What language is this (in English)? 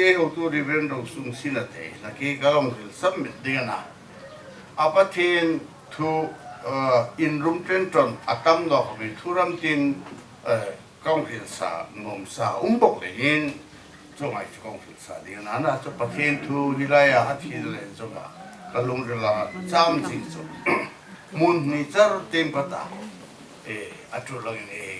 Hmar